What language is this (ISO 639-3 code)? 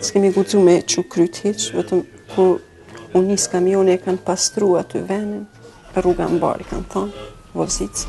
sqi